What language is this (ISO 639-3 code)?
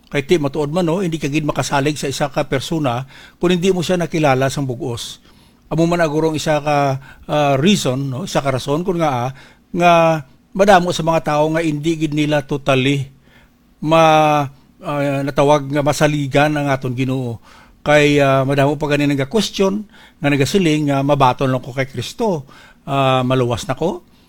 hil